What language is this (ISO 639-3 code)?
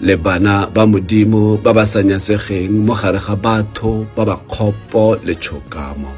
tsn